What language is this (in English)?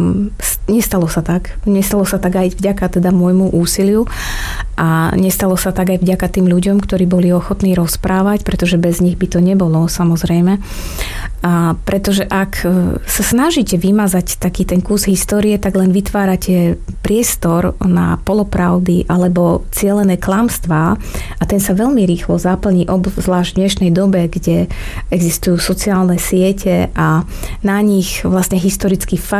Slovak